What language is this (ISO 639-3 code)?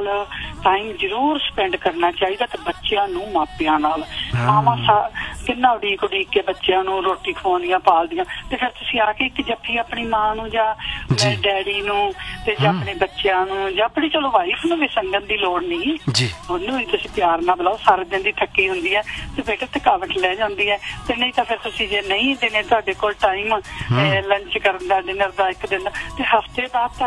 pan